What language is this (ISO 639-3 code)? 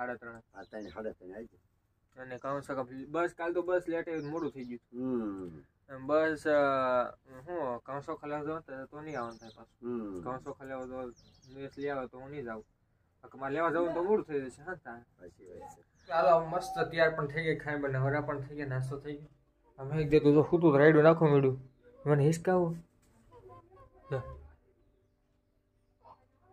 guj